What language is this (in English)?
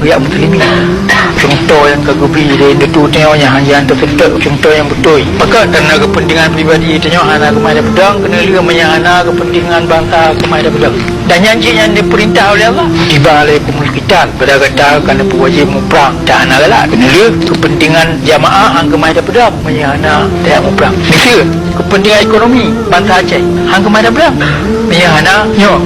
Achinese